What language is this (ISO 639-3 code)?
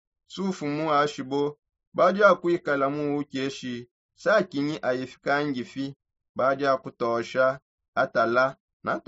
sop